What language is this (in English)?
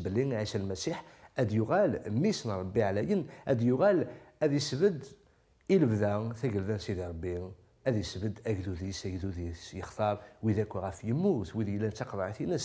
Kabyle